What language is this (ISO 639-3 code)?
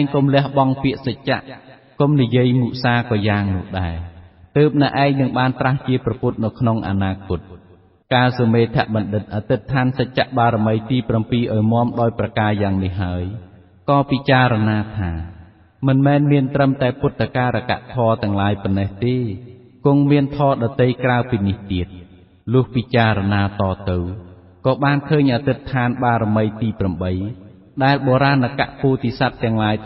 khm